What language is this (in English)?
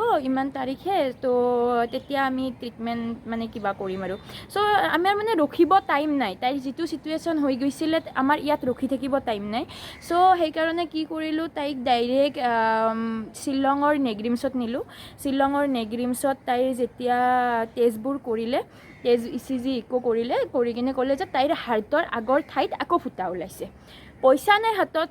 Assamese